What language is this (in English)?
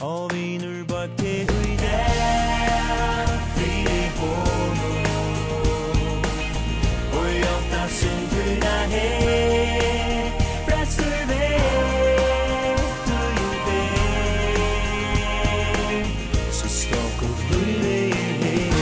Faroese